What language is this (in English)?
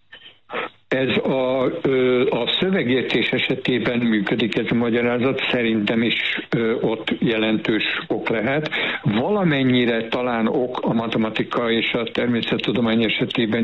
Hungarian